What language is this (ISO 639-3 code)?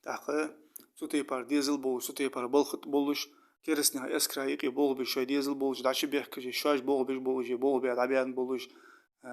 inh